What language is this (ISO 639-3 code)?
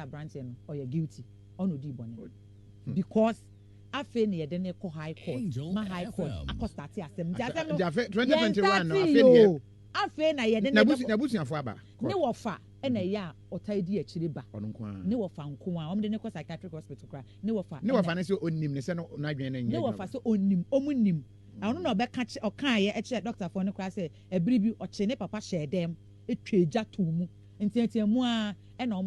aka